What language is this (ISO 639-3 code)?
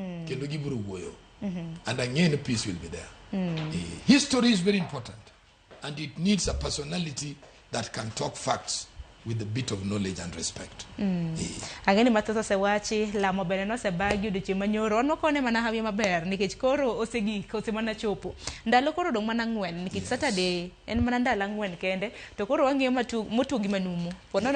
luo